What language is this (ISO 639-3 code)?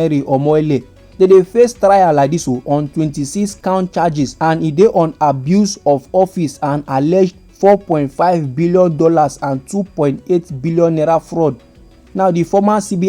pcm